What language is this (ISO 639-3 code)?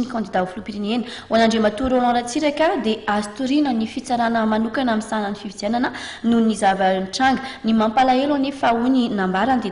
mlg